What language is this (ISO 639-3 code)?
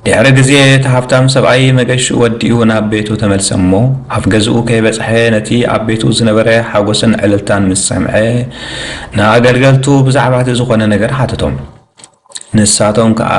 tir